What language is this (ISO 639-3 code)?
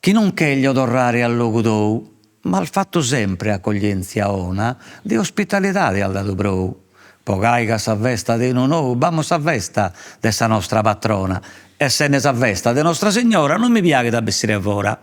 srd